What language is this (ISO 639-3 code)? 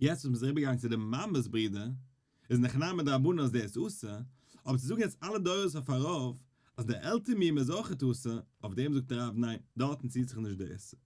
yid